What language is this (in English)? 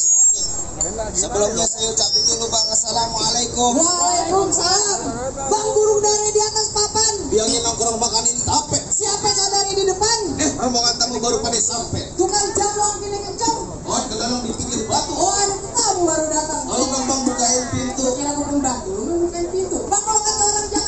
Betawi